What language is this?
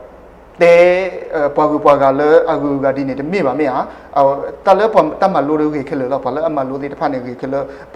S'gaw Karen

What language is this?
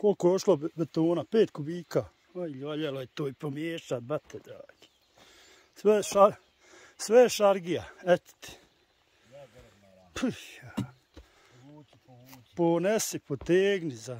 Croatian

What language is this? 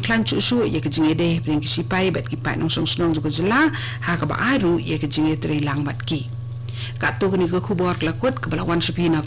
Khasi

